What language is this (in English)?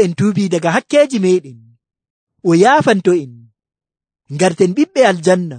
Nigerian Fulfulde